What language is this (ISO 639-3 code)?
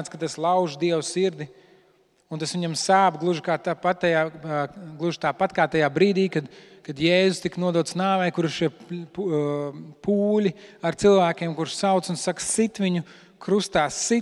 lav